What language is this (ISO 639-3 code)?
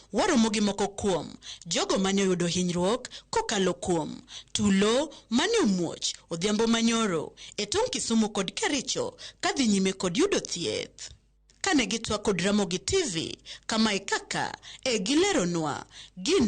luo